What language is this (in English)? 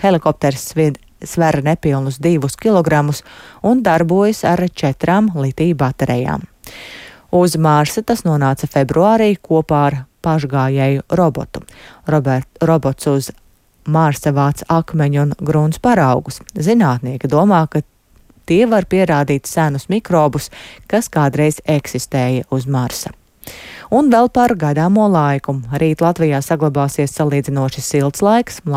Latvian